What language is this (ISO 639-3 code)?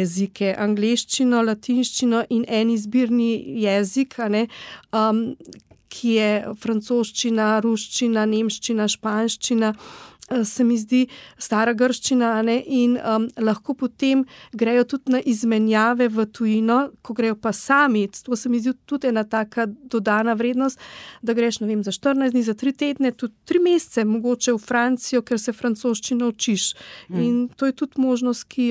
slv